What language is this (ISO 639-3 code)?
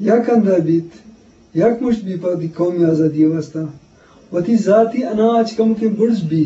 bgp